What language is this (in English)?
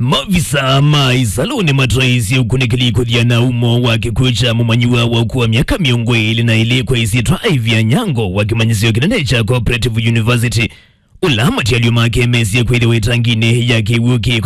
Kamba